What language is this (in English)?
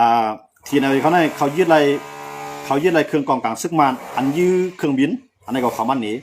Shan